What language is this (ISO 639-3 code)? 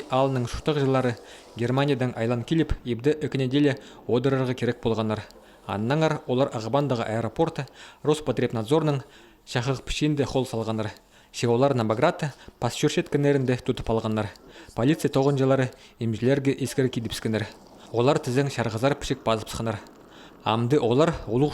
kjh